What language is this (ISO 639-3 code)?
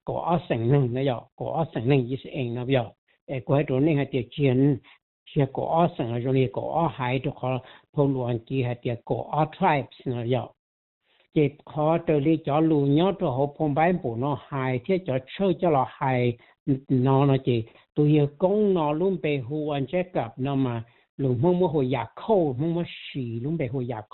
hmn